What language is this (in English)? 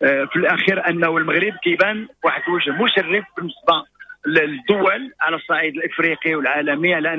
Moroccan Arabic